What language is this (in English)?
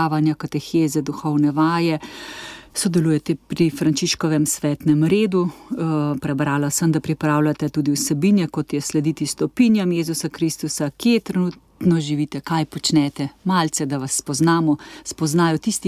Slovenian